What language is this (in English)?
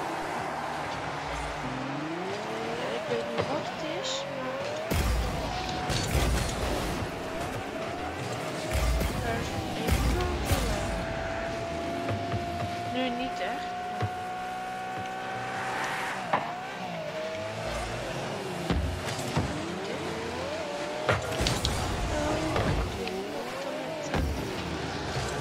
Dutch